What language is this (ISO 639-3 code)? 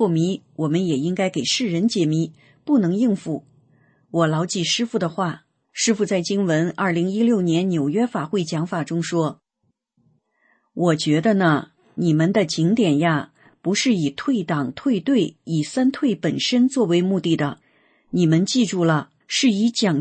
zho